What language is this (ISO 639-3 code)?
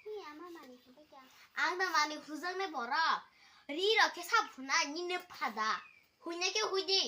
trp